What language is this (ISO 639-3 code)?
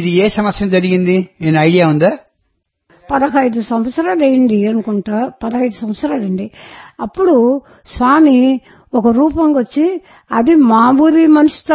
tel